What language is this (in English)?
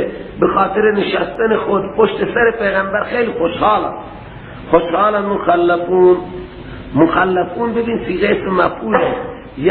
Persian